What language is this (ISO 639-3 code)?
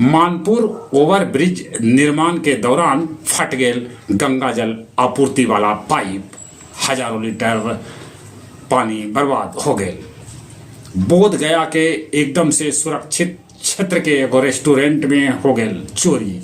mag